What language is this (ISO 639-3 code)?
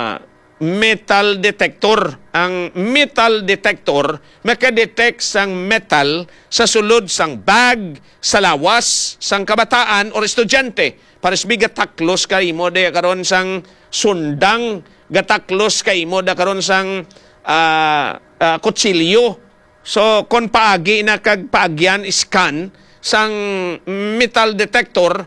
hil